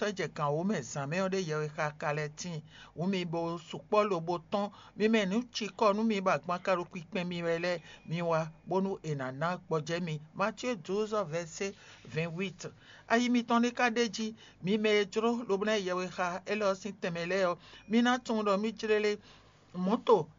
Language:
Fon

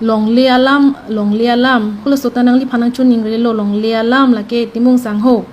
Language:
Karbi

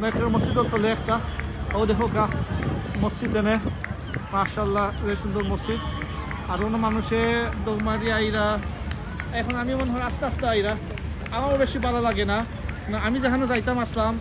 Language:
Sylheti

